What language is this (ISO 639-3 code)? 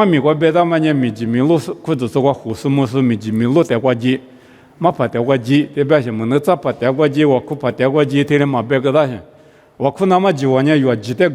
lis